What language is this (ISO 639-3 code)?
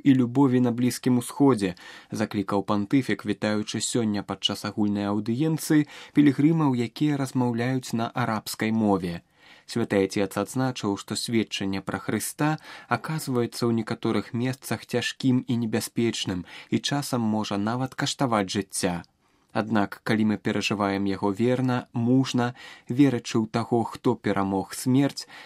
bel